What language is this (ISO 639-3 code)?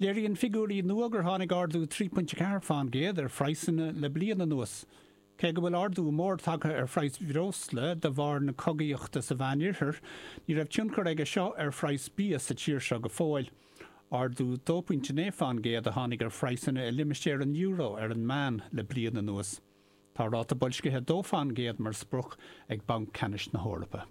gle